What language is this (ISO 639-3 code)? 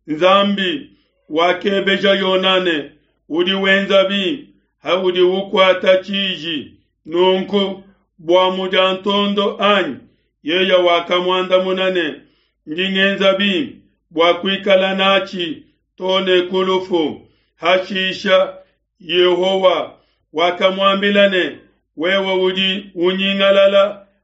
lua